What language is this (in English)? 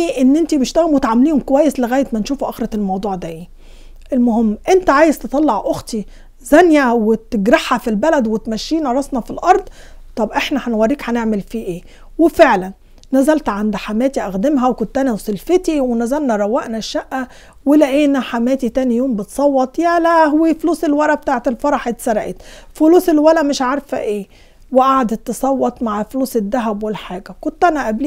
Egyptian Arabic